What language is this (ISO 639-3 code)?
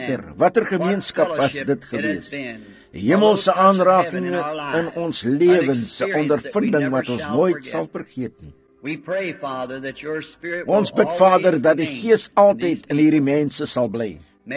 afr